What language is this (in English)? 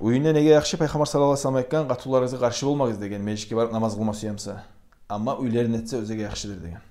Kumyk